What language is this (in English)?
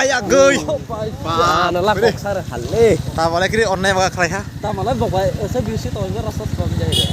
Kok Borok